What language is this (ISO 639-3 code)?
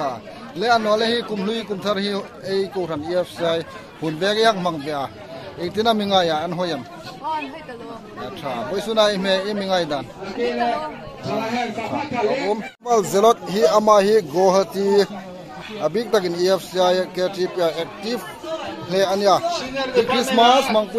hmr